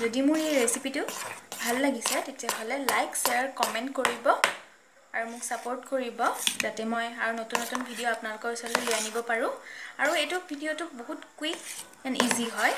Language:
Assamese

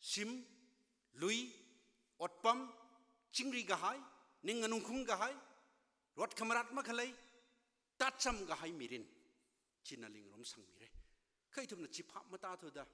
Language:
Tangkhul Naga (India)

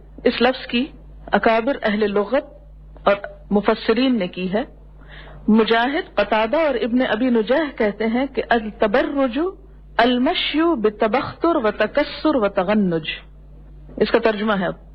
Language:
Urdu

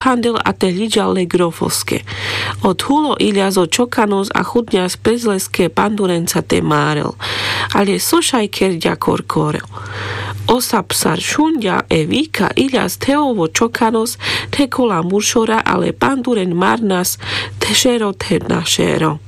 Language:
Carpathian Romani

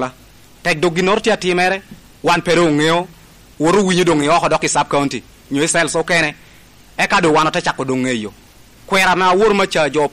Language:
Lango (Uganda)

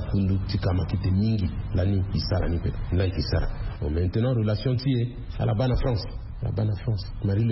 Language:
Sango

